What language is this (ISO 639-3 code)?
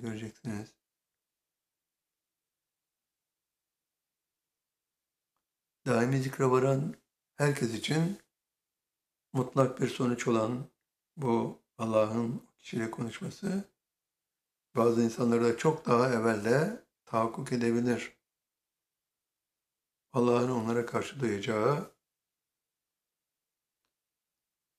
tur